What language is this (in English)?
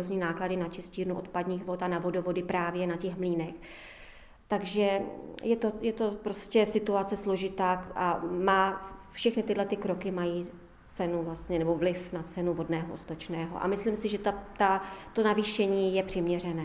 Czech